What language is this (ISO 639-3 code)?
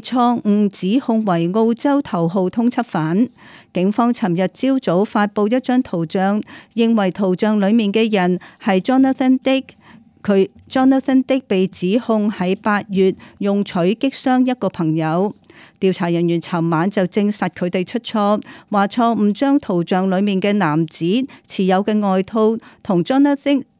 yue